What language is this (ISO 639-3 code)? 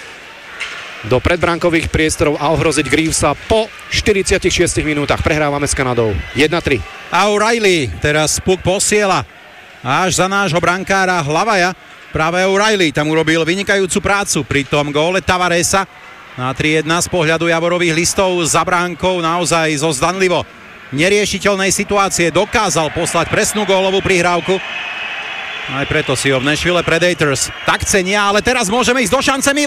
slk